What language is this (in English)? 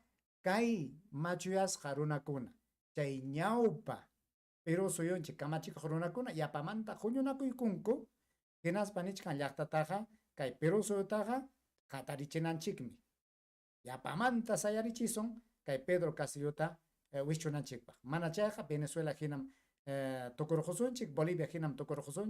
Ayacucho Quechua